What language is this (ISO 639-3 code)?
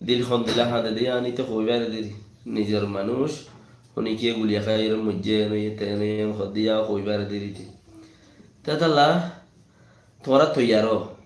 rhg